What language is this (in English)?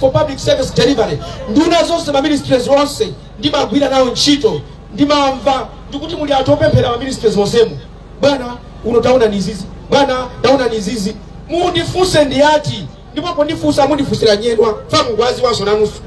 Nyanja